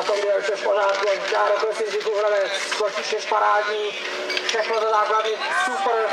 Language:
Czech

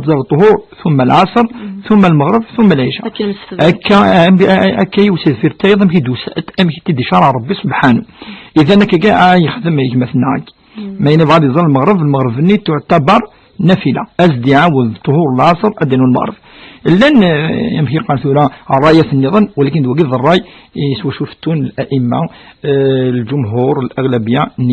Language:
Kabyle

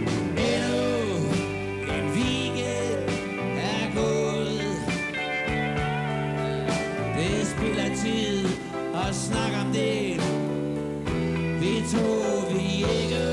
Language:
Danish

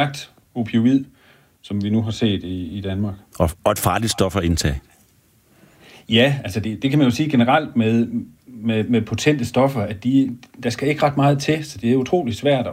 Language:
Danish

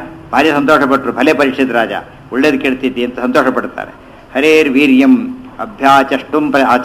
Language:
Kannada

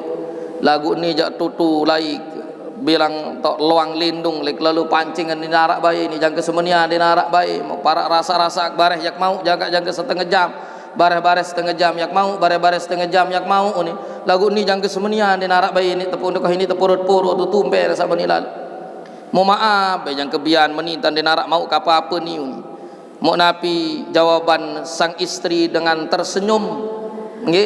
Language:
Sasak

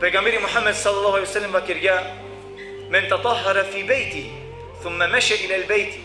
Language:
Balkan Romani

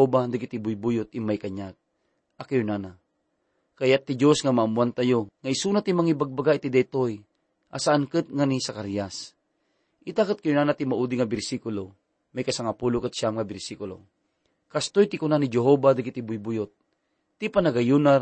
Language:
Iloko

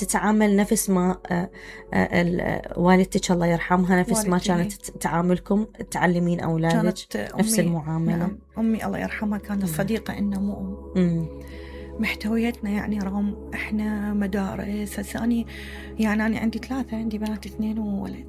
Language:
Mesopotamian Arabic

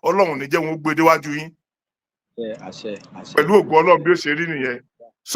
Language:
Yoruba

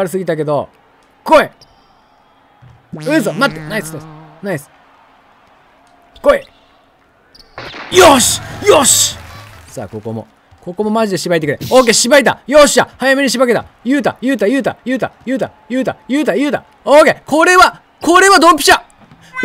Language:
Japanese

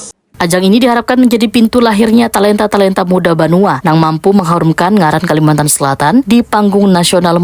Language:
Banjar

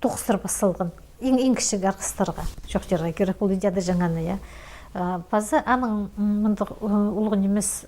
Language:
Khakas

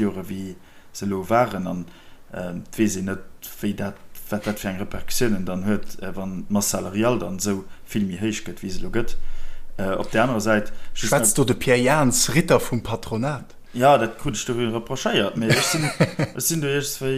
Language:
Luxembourgish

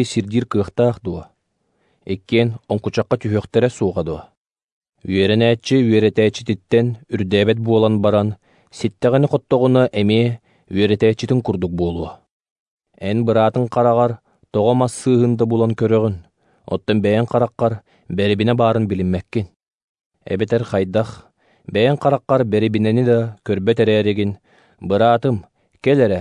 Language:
Yakut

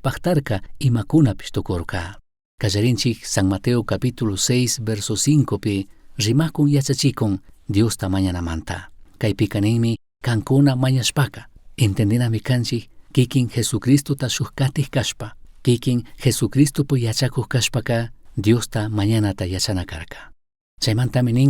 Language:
Chimborazo Highland Quichua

